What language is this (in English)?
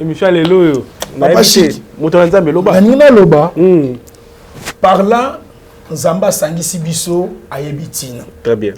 Lingala